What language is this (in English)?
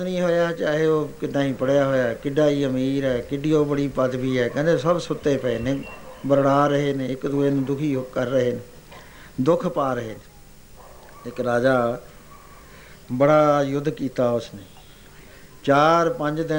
Punjabi